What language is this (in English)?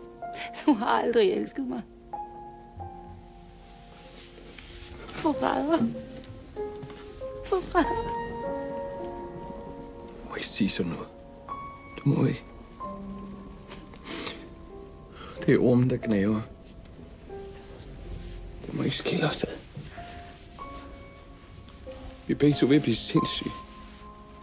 Danish